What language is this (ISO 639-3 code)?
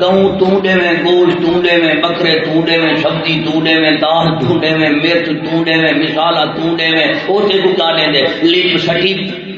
skr